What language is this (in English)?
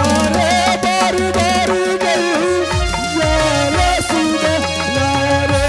Angika